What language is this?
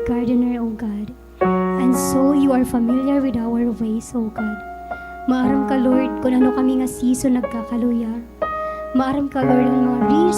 Waray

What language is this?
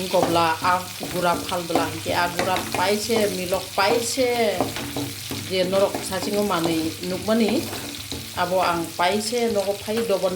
Kok Borok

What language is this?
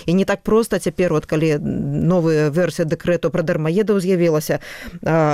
Belarusian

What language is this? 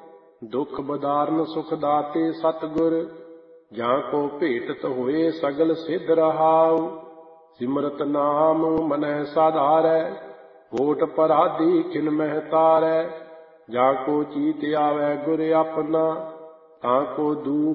Punjabi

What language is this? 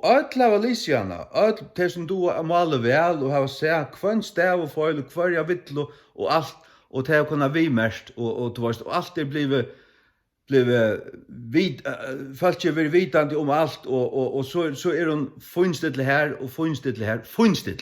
Faroese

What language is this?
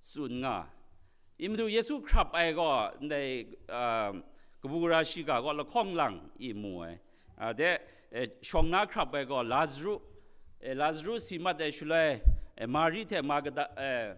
Kachin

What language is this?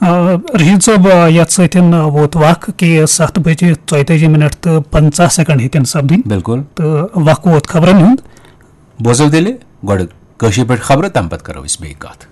Kashmiri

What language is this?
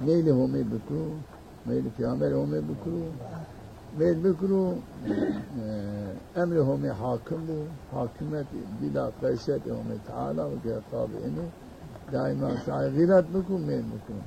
Zaza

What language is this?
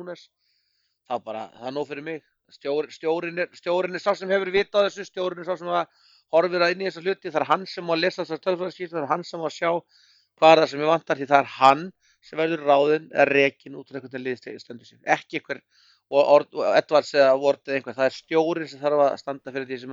Icelandic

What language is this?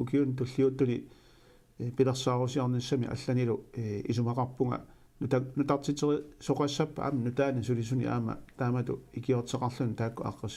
Kalaallisut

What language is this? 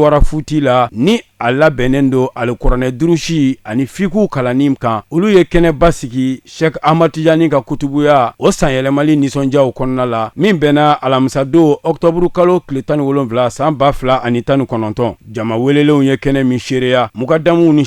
Bambara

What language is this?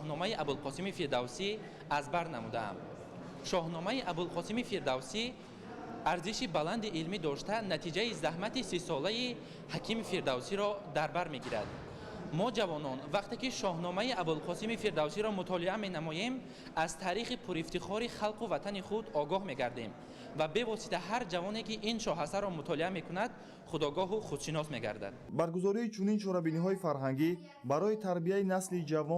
Tajik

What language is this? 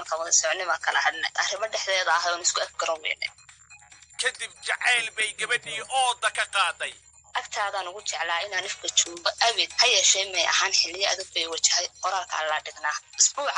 Somali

